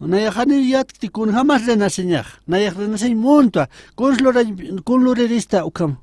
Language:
Aymara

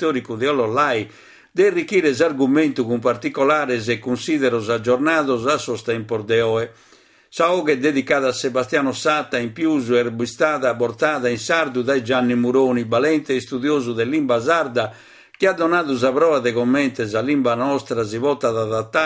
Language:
Sardinian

